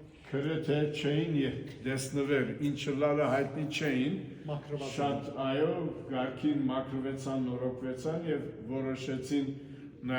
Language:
Western Armenian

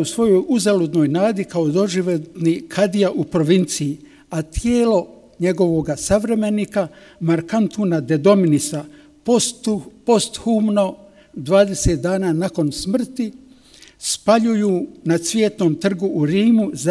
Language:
Bosnian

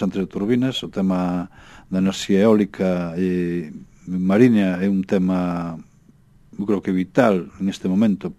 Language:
Galician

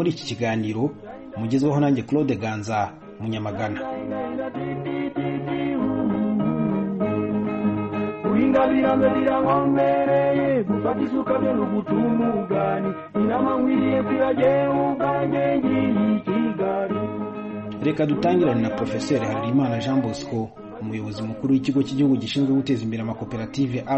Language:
Kinyarwanda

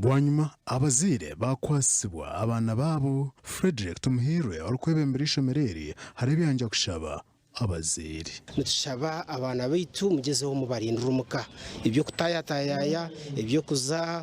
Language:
Nyankole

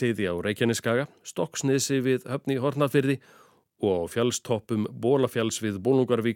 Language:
Icelandic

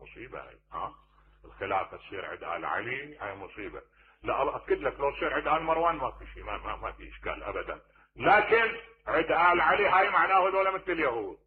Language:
Mesopotamian Arabic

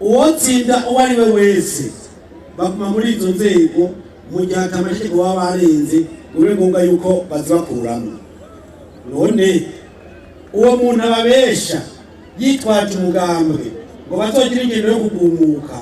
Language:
Rundi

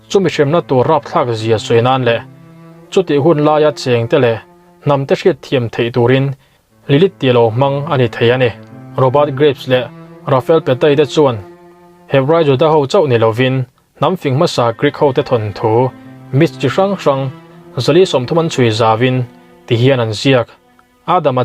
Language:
Mizo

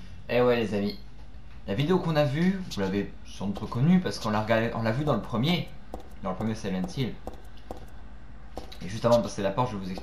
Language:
French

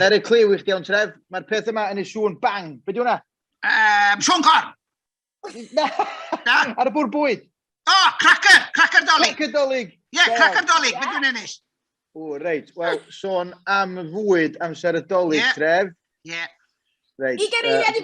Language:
Welsh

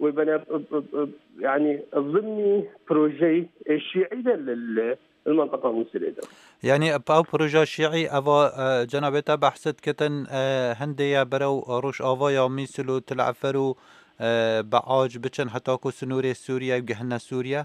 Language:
Kurdish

